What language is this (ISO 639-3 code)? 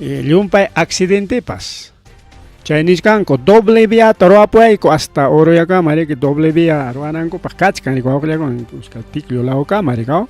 quy